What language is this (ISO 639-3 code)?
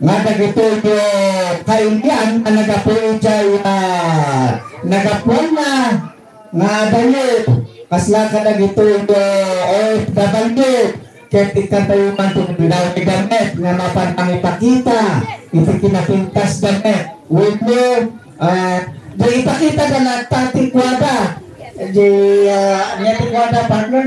ilo